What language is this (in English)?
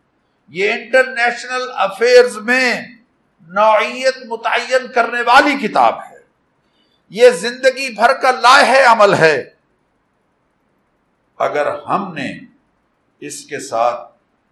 Urdu